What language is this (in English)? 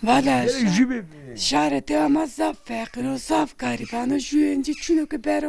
Zaza